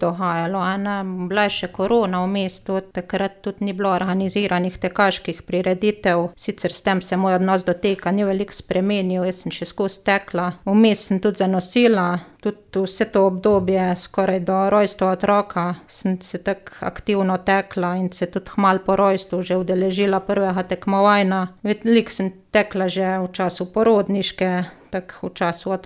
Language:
Slovenian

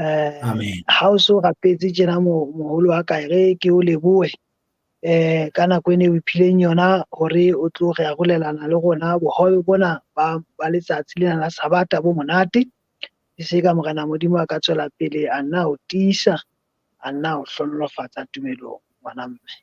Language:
Southern Sotho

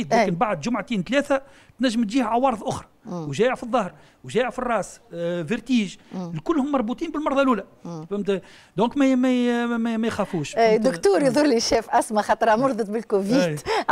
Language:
Tunisian Arabic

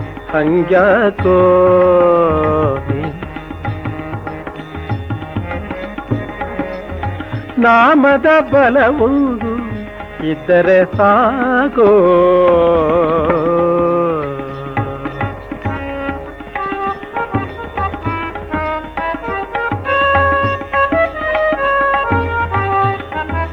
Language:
Kannada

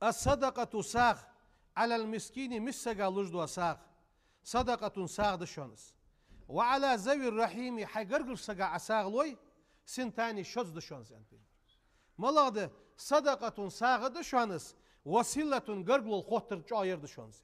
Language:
Ingush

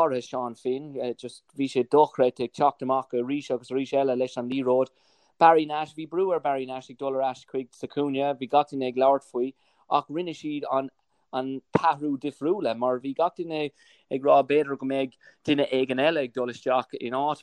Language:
Irish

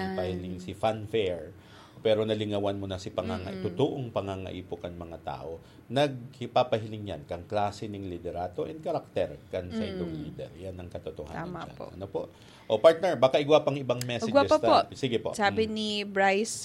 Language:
Bikol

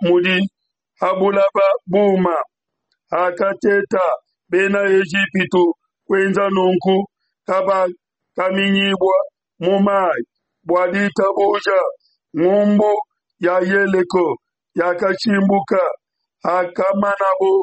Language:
Luba-Lulua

